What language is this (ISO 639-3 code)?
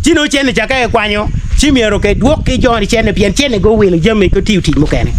ach